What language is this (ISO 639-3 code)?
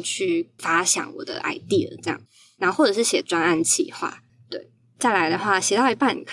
zho